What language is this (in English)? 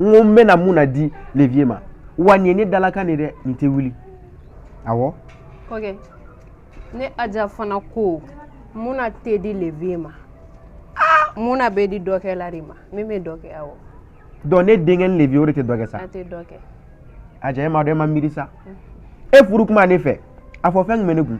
Bambara